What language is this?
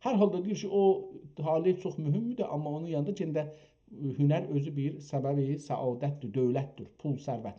South Azerbaijani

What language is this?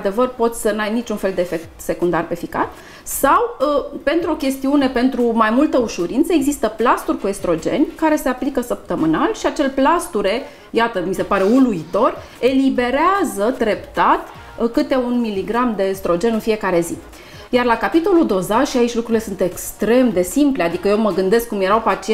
Romanian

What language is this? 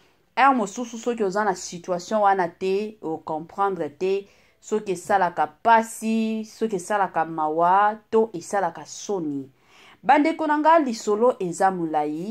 Lingala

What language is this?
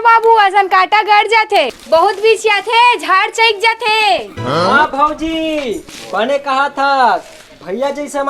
Chhattisgarhi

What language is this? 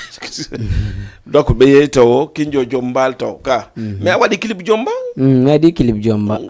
Fula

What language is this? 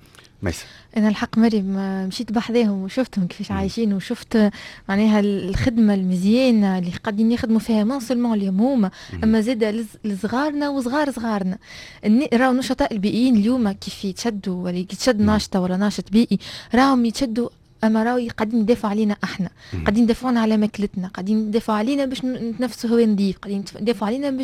Tunisian Arabic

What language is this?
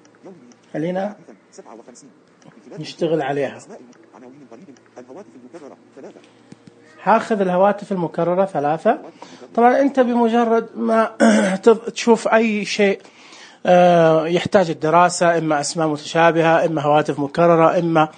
Najdi Arabic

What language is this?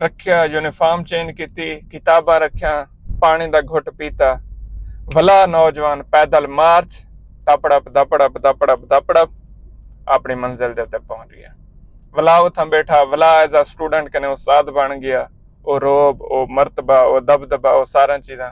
Saraiki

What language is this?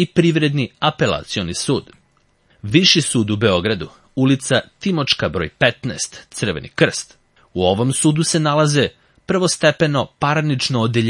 Serbian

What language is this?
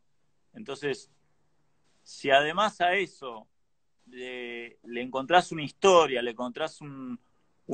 Spanish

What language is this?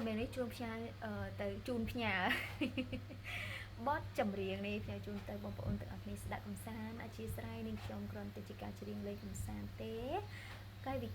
Khmer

